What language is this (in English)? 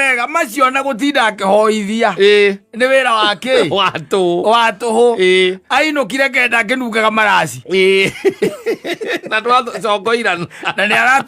Kikuyu